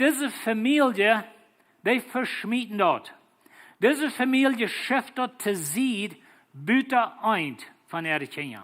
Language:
Plautdietsch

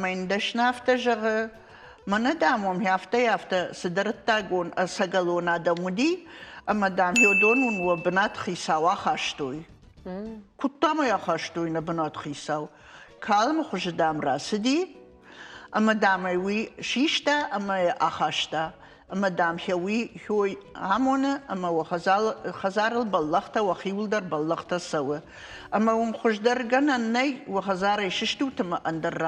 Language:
Ossetic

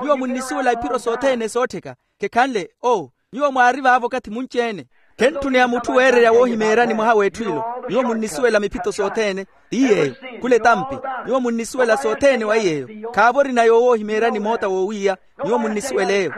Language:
Makhuwa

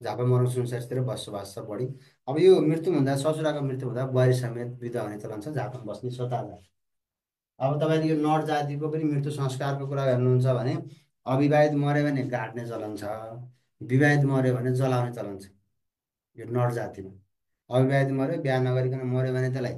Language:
Nepali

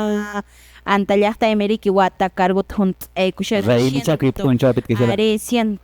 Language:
Quechua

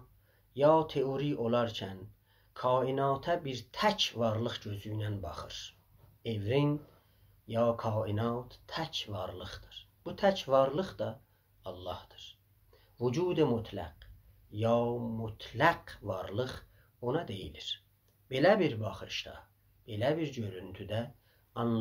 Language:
South Azerbaijani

